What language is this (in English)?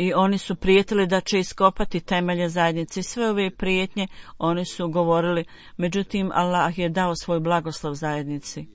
Bosnian